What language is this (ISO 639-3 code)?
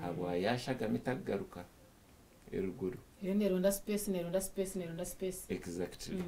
nyn